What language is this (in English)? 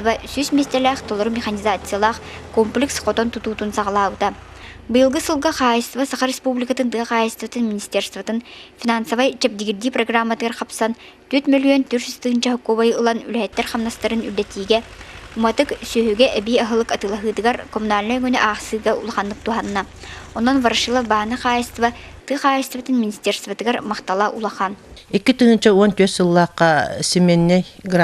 Yakut